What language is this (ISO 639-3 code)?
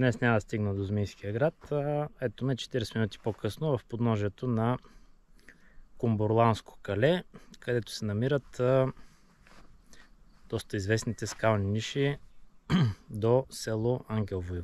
bul